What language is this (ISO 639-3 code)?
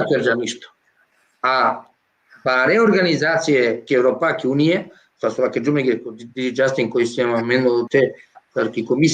rmn